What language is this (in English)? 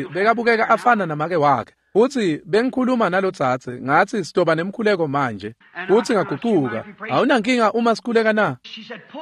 Swati